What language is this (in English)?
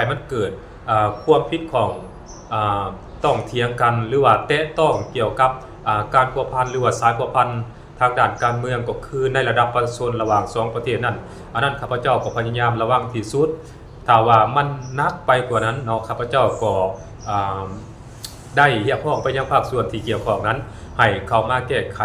Lao